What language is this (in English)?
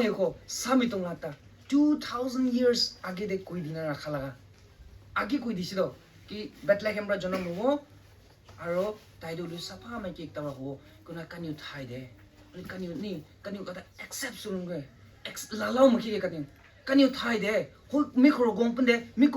Rongmei Naga